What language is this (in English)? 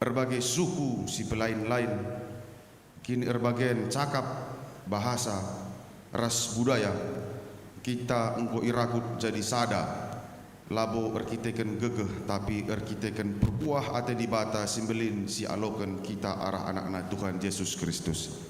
Batak Karo